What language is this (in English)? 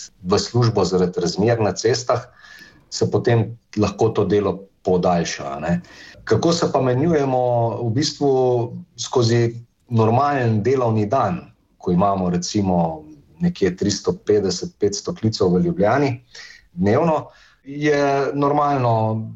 Slovenian